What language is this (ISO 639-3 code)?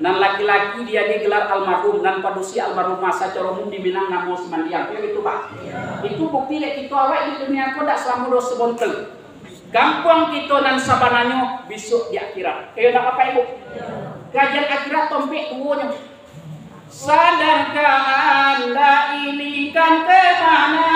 min